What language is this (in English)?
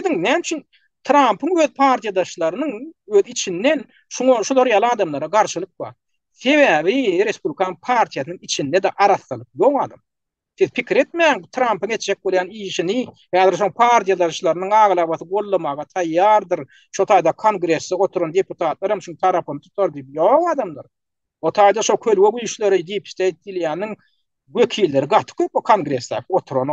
Turkmen